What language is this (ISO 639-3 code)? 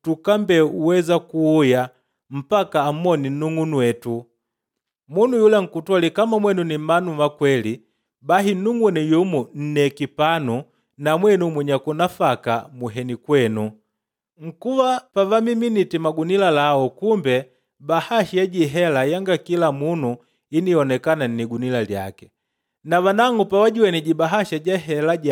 kde